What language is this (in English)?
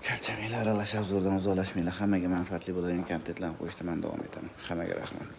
Uzbek